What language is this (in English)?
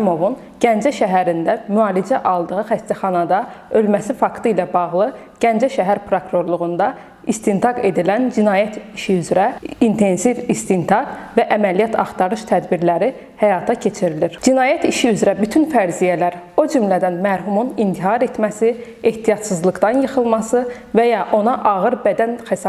Azerbaijani